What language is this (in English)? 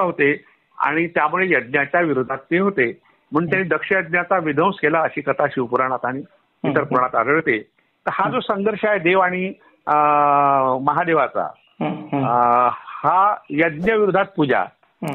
Marathi